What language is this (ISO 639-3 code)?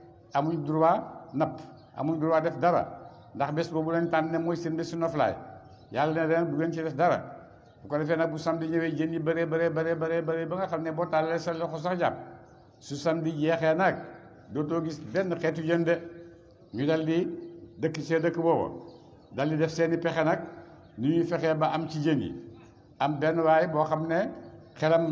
wol